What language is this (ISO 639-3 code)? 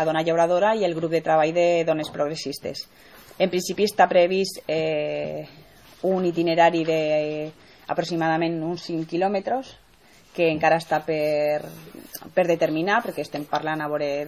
cat